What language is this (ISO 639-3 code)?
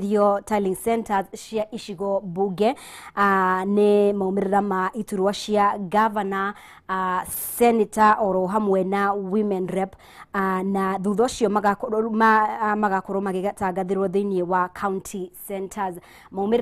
kik